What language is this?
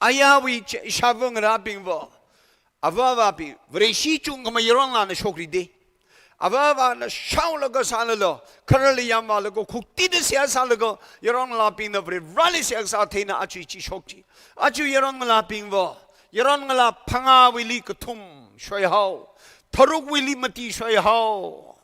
Tangkhul Naga (India)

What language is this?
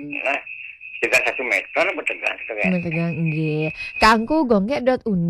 Balinese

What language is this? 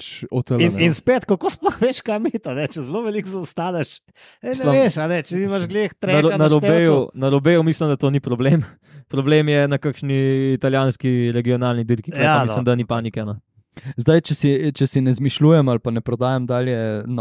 Slovenian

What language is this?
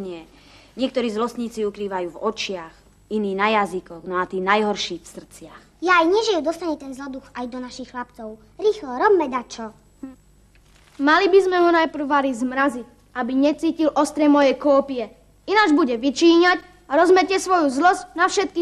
Slovak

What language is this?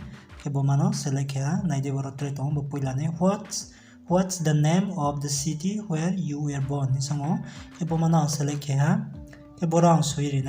Riang (India)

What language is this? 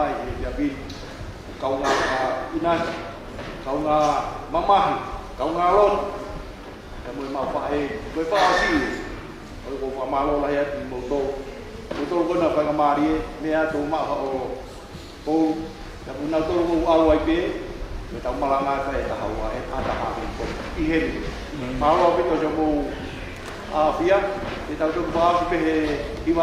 Tongan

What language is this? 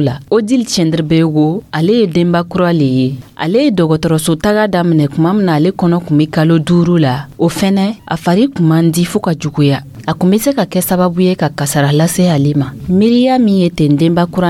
Dyula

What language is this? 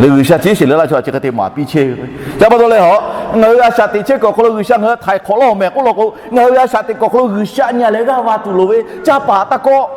Lahu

